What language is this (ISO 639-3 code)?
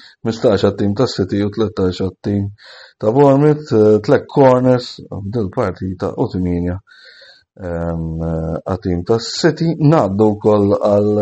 mlt